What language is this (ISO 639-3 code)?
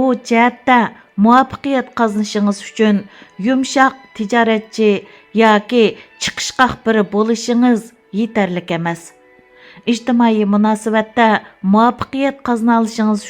uig